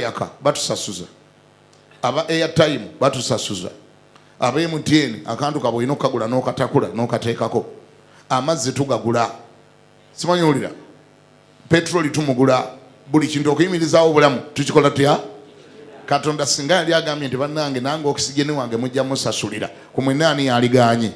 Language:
Ganda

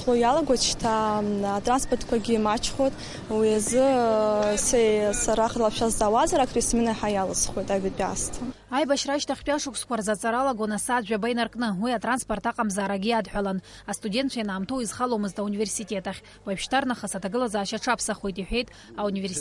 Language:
Abkhazian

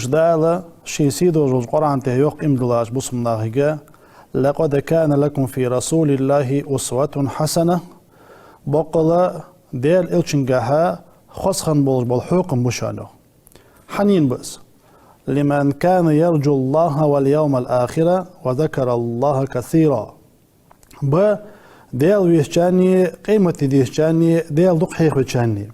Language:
Ingush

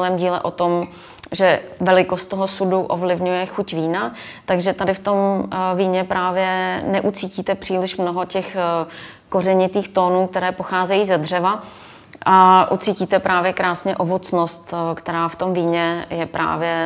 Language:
Czech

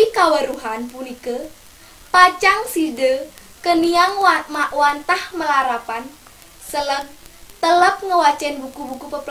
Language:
Balinese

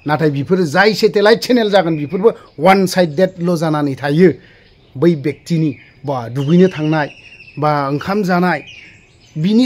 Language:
Bodo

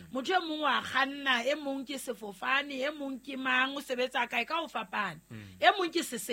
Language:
Southern Sotho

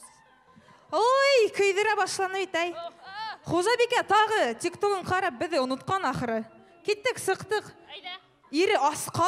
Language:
Bashkir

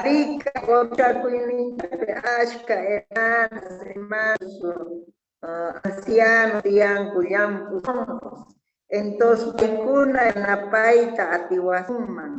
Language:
South Bolivian Quechua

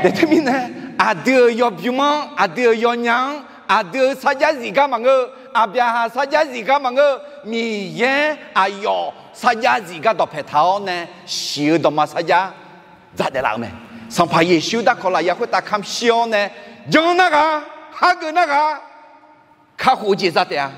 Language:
Akha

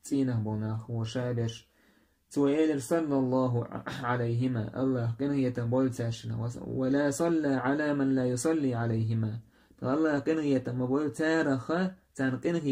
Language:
Chechen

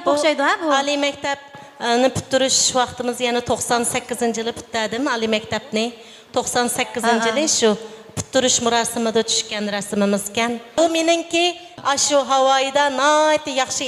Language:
Uyghur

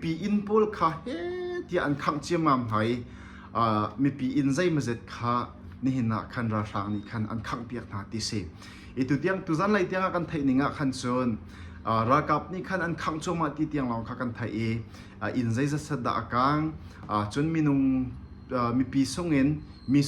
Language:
Hakha Chin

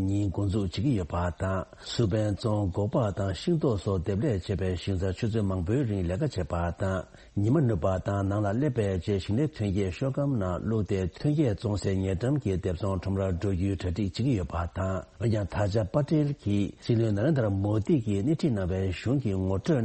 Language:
Tibetan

